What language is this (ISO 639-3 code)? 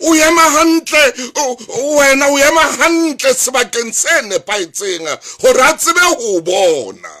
sot